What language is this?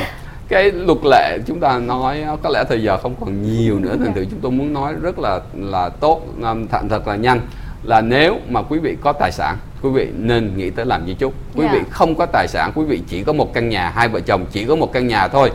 Vietnamese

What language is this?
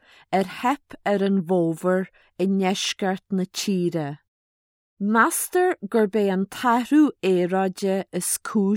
Irish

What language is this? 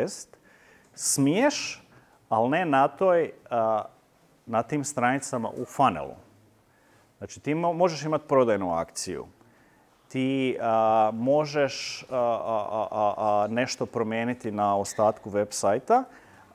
Croatian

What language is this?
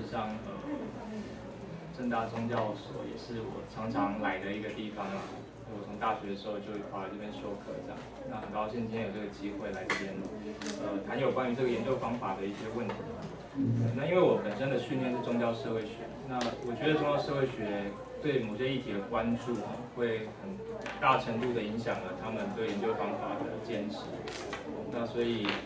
Chinese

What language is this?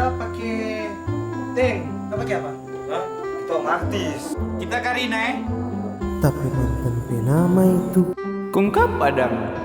Manado Malay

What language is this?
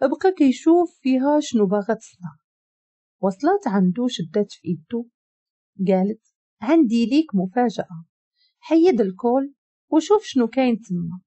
Moroccan Arabic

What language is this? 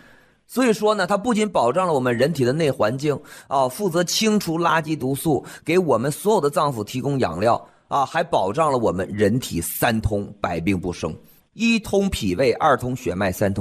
Chinese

